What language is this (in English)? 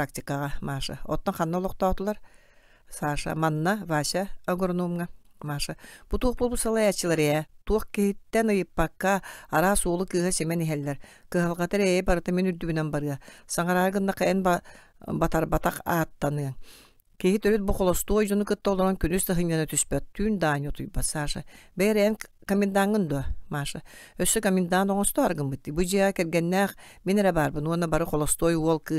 Yakut